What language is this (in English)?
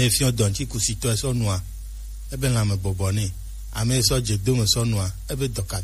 Gen